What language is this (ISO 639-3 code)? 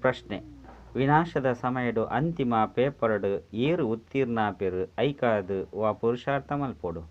tcy